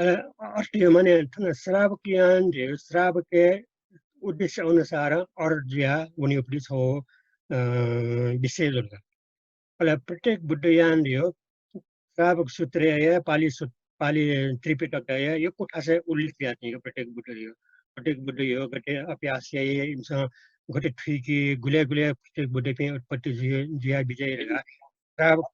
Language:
Newari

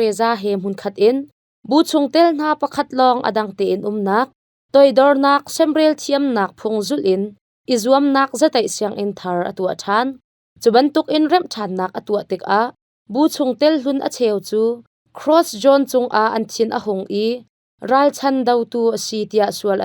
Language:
Hakha Chin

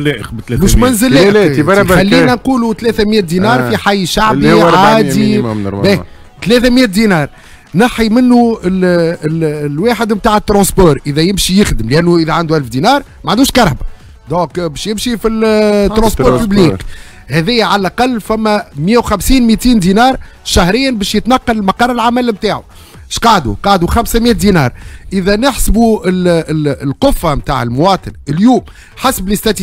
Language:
Tunisian Arabic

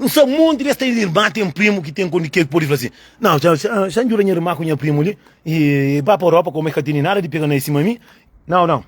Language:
Kabuverdianu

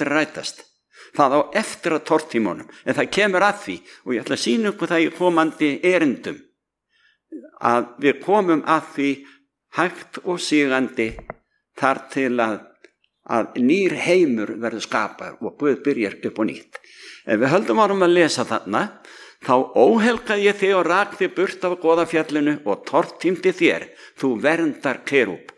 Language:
Icelandic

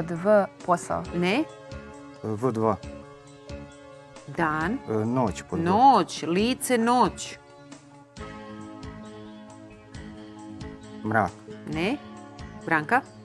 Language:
Serbian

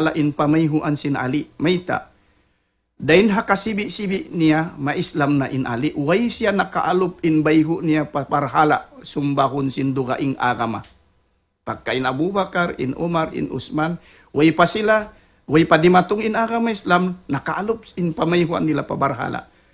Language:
Tausug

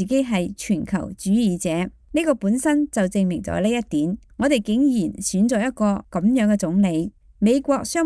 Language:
Cantonese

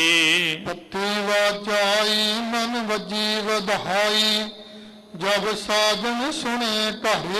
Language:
Punjabi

